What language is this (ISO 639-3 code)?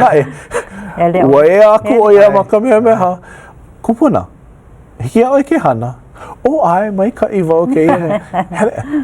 haw